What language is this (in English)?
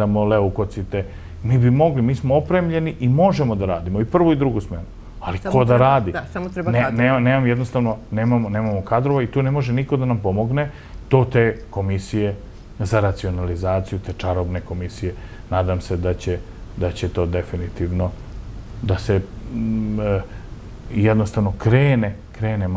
Serbian